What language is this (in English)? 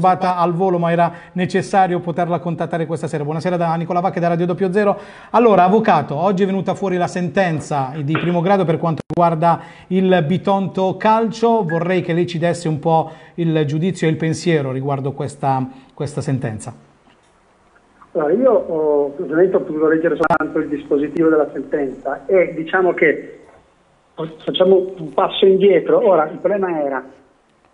Italian